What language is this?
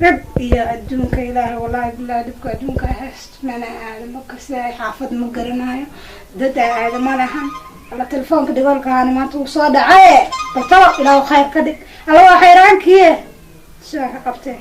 Somali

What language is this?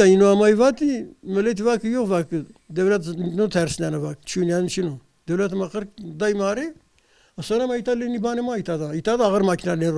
Zaza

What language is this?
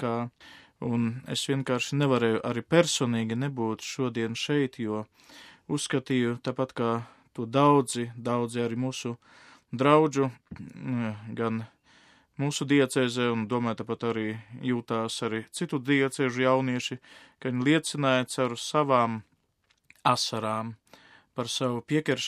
Latvian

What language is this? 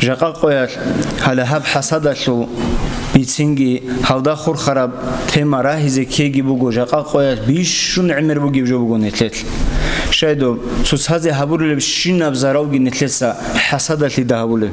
Avaric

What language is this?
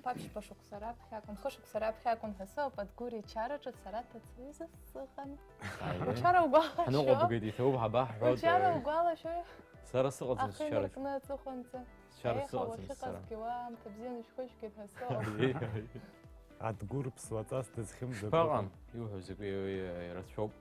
Abkhazian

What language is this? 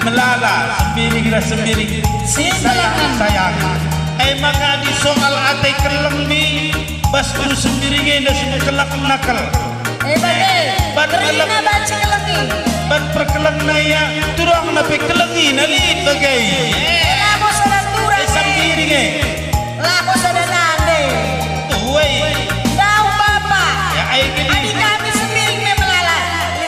Batak Karo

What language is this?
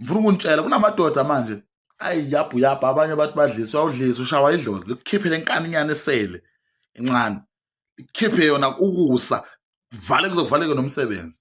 Zulu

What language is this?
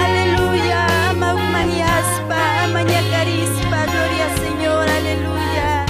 Ayacucho Quechua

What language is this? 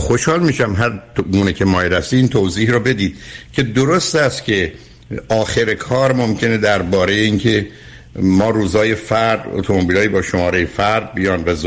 Persian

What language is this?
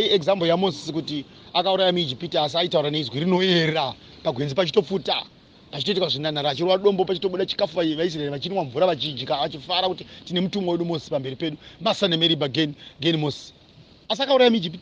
Shona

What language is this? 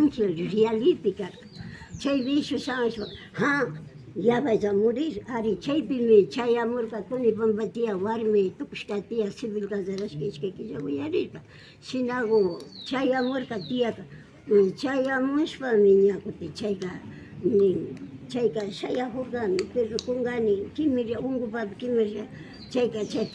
Imbabura Highland Quichua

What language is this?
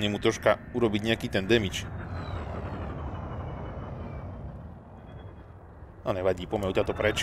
Slovak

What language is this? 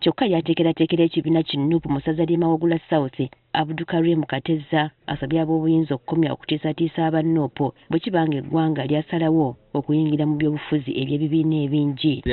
Ganda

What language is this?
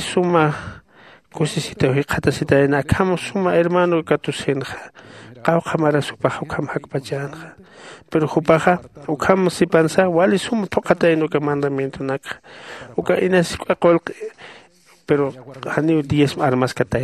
Aymara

